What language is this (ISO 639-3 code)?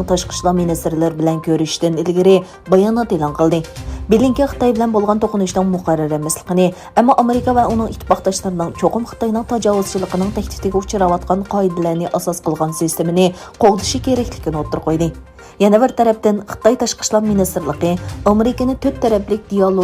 uig